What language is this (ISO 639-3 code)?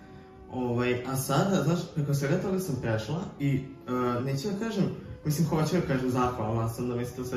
srp